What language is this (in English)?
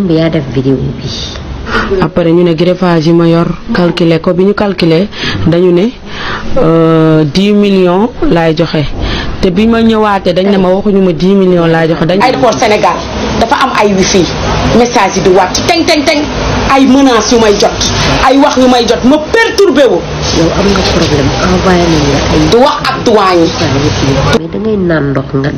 Wolof